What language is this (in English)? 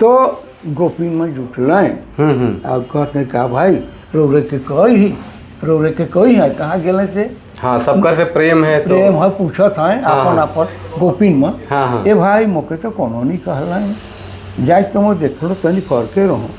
Sadri